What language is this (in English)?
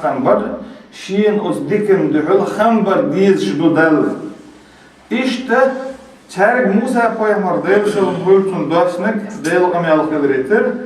Chechen